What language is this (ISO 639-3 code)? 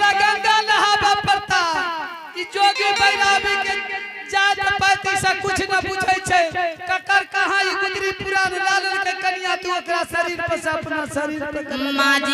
anp